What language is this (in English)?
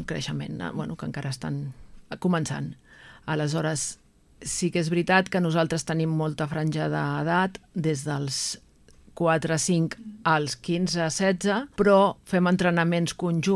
Catalan